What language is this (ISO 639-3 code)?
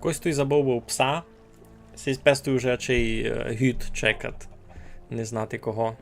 rue